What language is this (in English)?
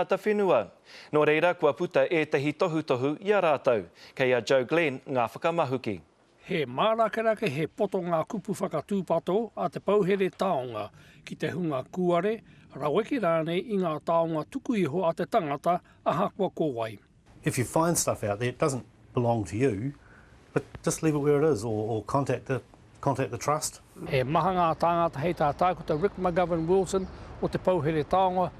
Māori